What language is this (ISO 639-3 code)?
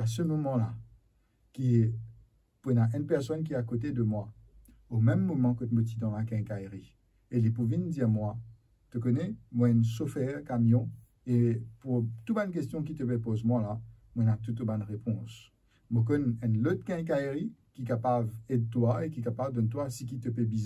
mfe